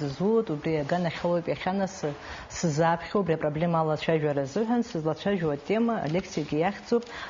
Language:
Abkhazian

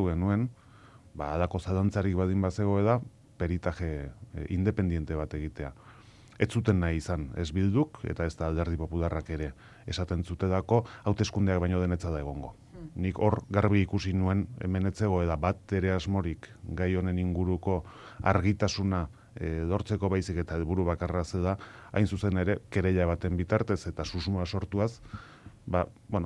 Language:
Basque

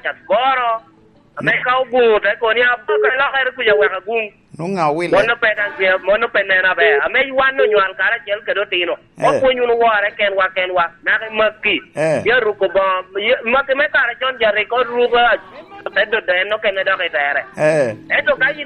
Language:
Lango (Uganda)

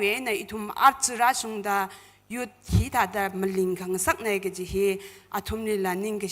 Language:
Tangkhul Naga (India)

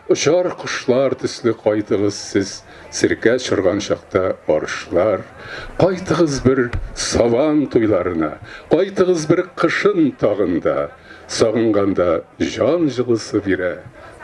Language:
Tatar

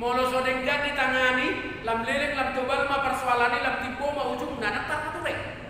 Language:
Batak Toba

